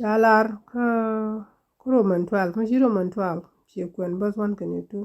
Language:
Nuer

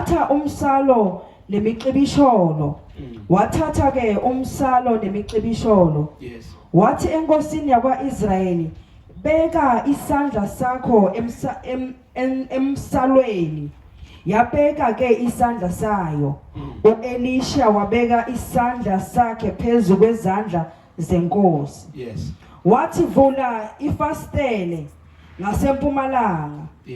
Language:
Zulu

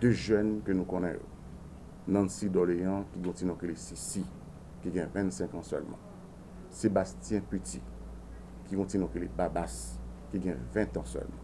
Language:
Haitian Creole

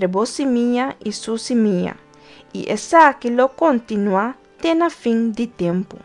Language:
Papiamento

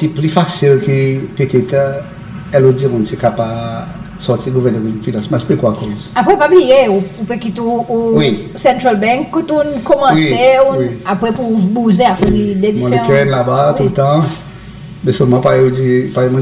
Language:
Seselwa Creole French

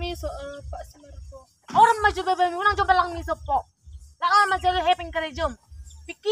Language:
Batak Toba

